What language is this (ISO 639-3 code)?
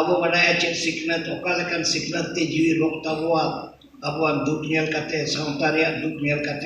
sat